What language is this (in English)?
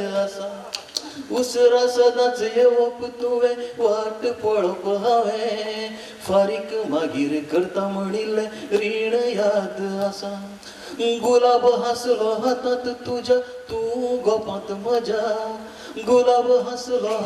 Konkani